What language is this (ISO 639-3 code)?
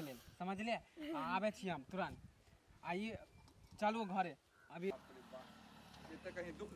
mai